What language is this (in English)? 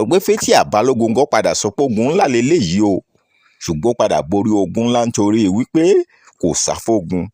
Yoruba